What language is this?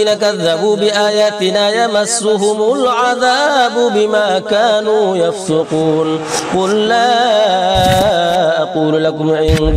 Arabic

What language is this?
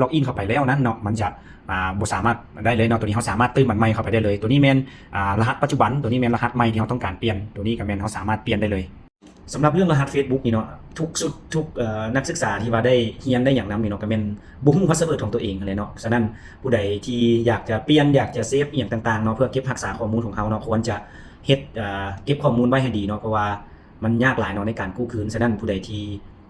Lao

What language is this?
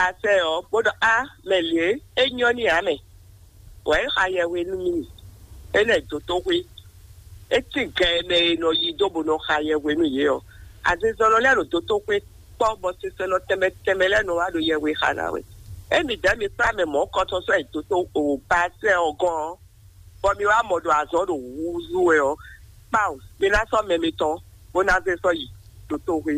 Fon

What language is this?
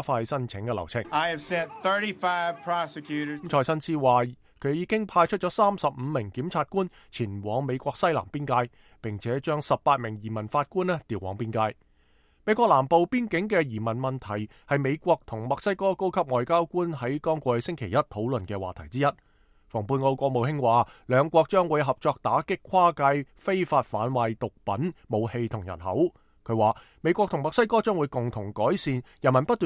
Cantonese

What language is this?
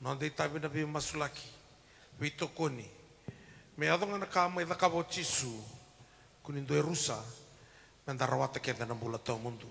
Fijian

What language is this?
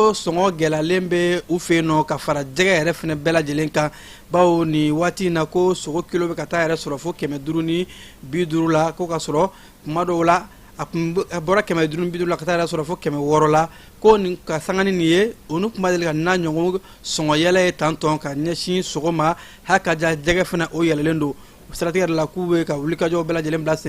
Bambara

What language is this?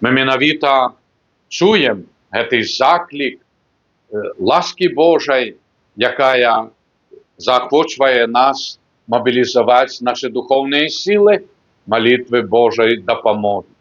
Belarusian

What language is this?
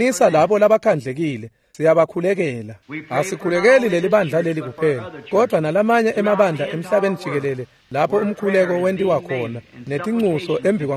Swati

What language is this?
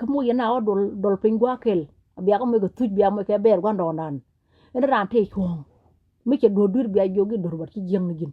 Nuer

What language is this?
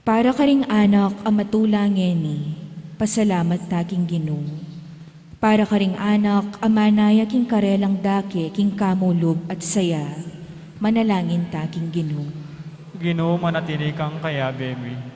Pampanga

